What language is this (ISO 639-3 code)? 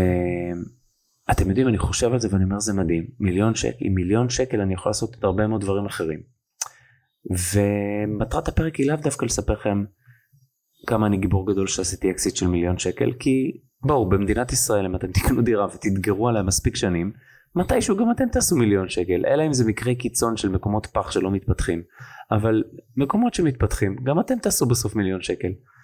heb